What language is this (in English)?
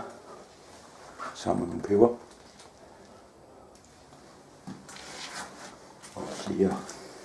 Danish